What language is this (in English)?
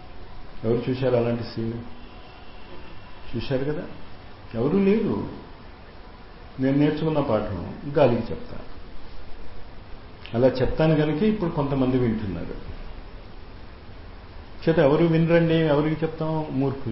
Telugu